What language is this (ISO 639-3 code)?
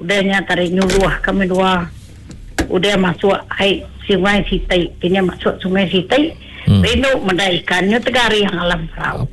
iba